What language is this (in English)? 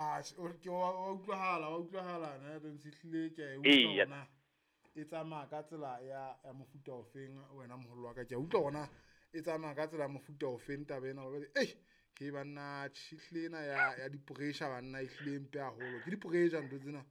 Southern Sotho